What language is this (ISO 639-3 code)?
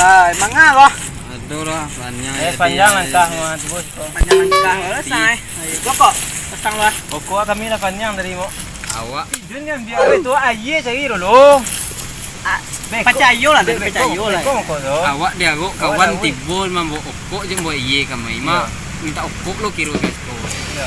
min